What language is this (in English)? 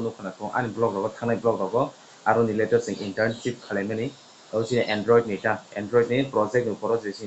Kok Borok